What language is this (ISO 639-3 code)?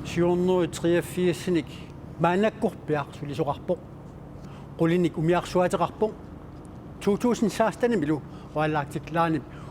kal